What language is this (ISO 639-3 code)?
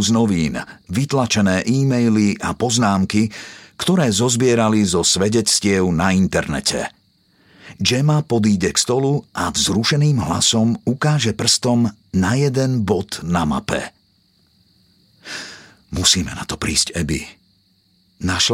slk